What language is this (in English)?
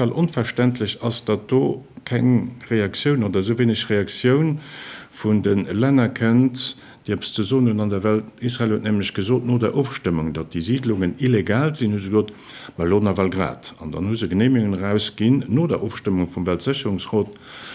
Luxembourgish